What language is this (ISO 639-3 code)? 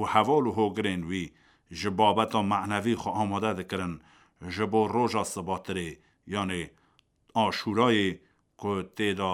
kur